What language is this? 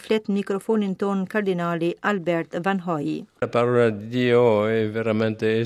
Albanian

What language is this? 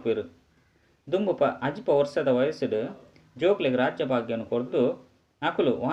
Tulu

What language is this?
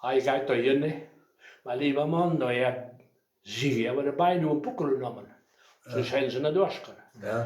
Westphalien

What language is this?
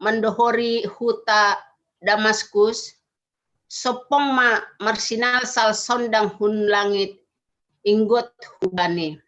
Batak Simalungun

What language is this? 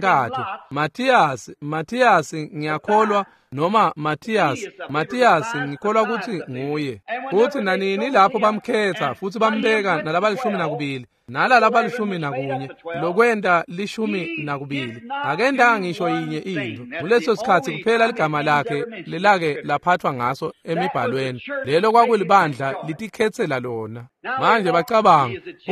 Swati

